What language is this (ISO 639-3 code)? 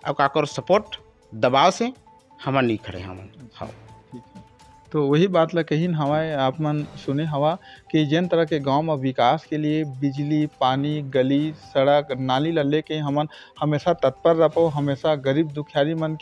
hne